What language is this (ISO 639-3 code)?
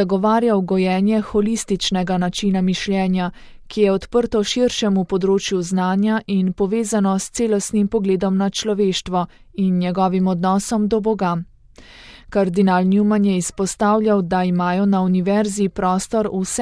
slv